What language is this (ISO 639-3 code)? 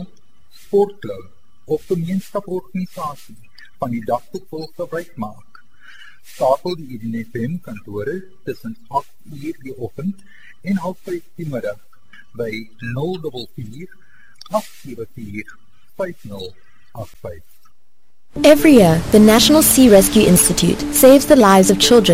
afr